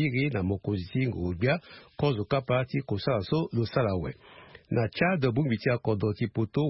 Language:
Sango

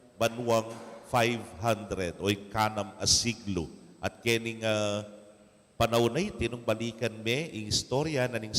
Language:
Pampanga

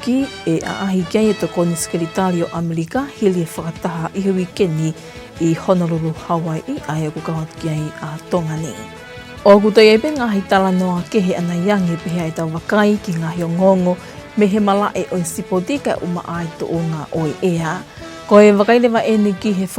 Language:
Tongan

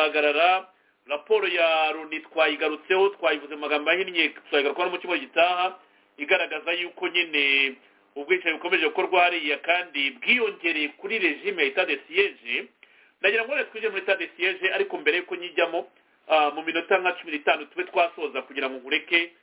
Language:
Kinyarwanda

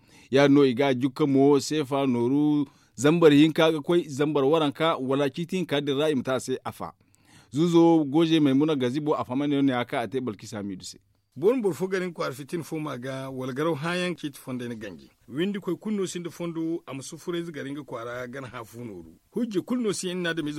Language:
Zarma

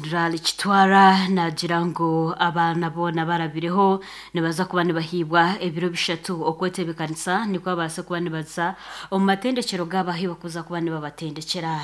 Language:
Nyankole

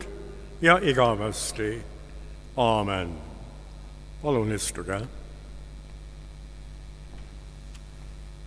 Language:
Estonian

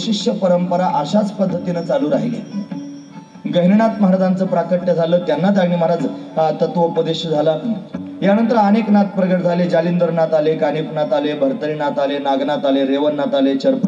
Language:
Marathi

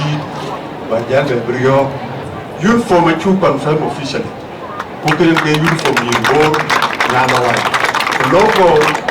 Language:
Dinka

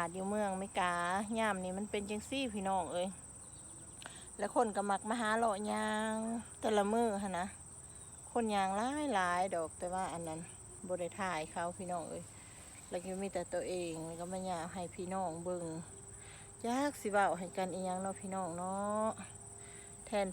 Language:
Lao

